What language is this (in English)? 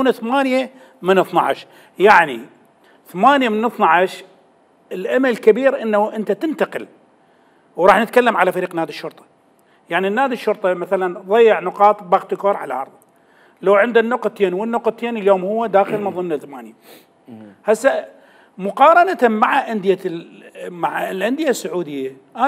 Mesopotamian Arabic